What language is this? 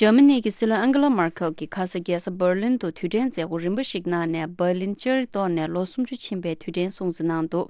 Tibetan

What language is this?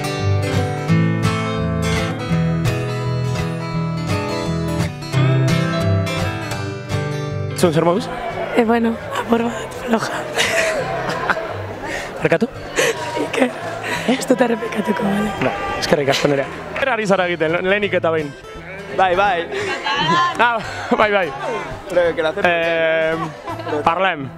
Basque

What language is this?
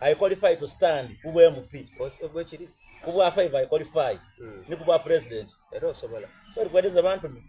Soga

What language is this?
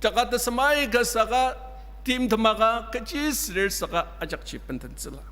Ao Naga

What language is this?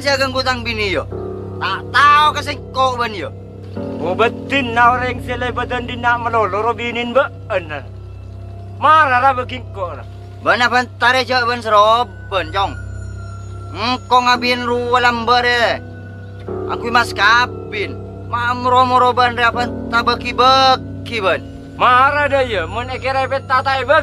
Madurese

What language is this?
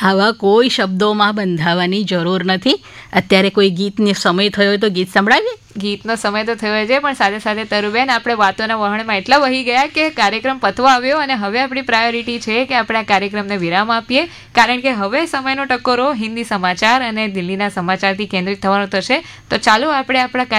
Gujarati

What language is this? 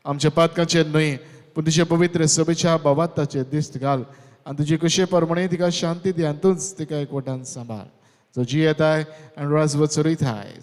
Konkani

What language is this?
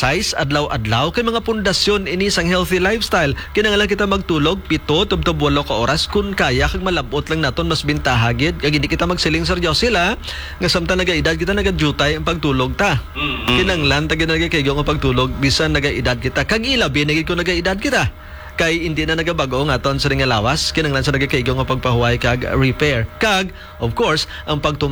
Hiligaynon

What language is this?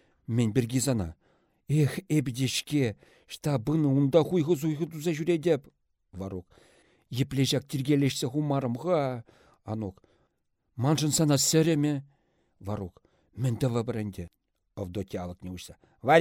Chuvash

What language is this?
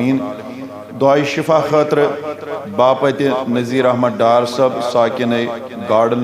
Kashmiri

